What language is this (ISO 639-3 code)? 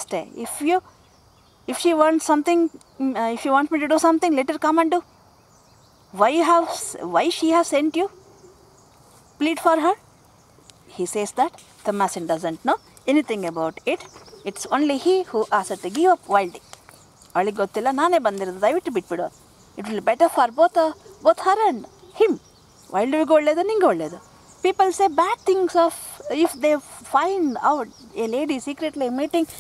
kan